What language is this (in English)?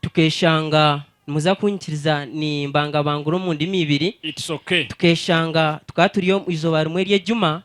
Nyankole